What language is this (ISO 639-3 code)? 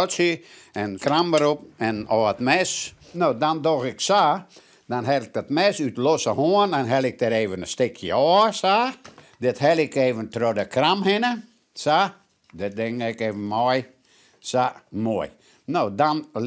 fry